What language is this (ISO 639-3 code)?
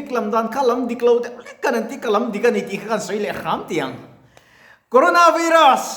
lus